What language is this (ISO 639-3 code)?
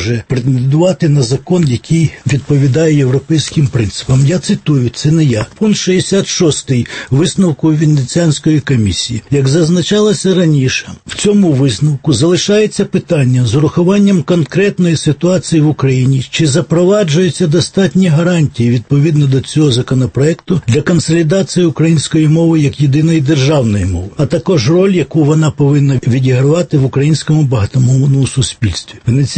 ukr